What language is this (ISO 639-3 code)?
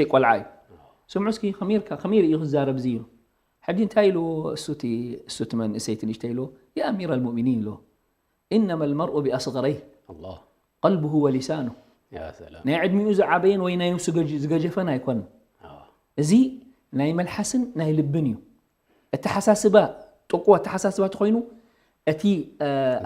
tir